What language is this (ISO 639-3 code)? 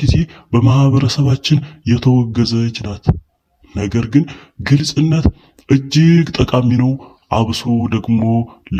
amh